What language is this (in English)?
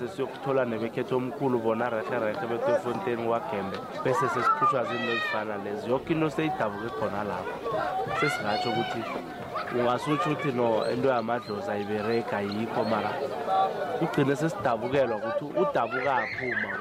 South Ndebele